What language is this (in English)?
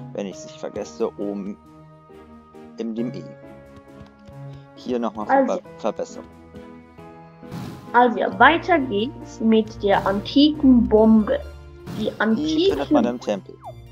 German